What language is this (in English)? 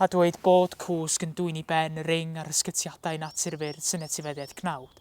Welsh